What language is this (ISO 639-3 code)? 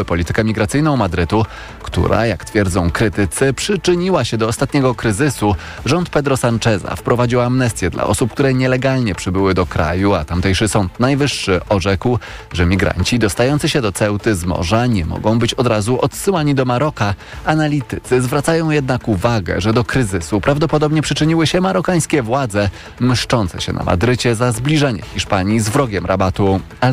pol